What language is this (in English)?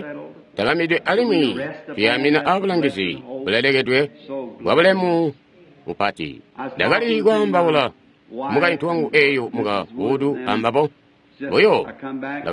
Tonga (Zambia)